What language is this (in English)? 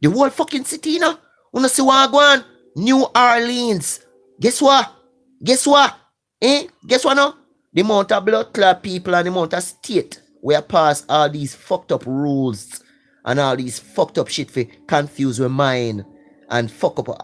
Jamaican Creole English